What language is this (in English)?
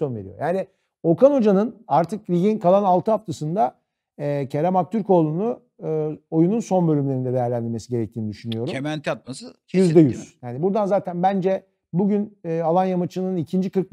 Turkish